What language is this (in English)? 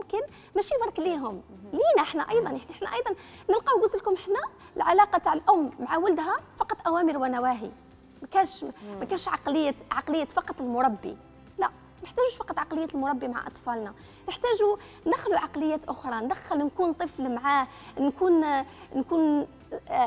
Algerian Arabic